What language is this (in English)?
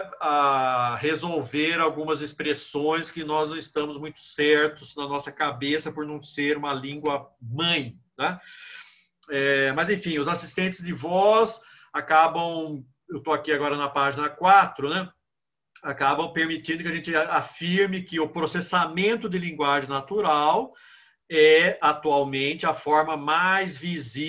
Portuguese